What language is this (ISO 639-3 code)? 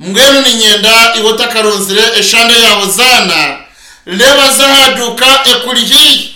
nyn